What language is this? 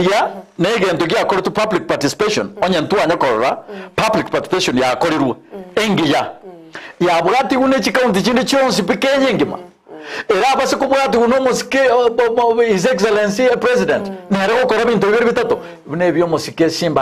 Gusii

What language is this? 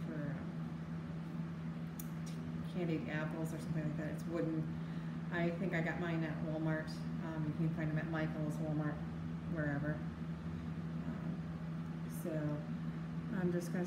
English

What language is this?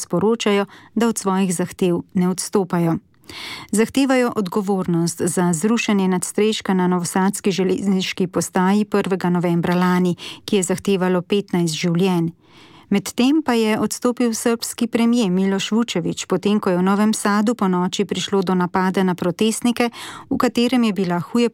Slovenian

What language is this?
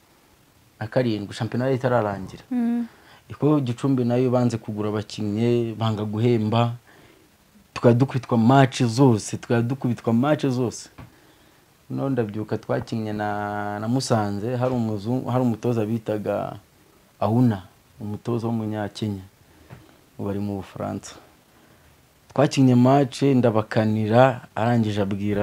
Kinyarwanda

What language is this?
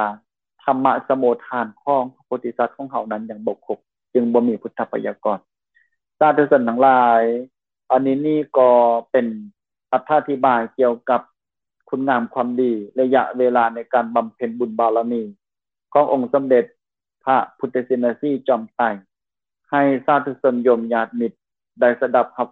Lao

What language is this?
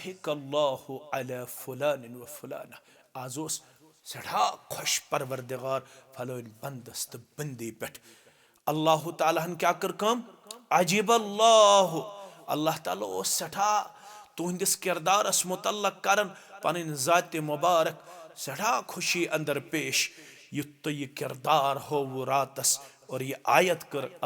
Kashmiri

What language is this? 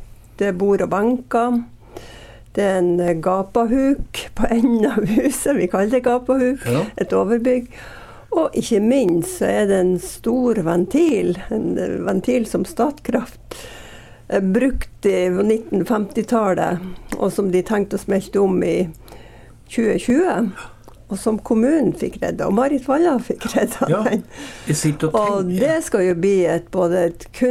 Norwegian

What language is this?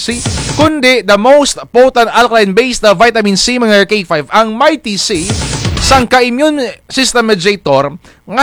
Kinaray-a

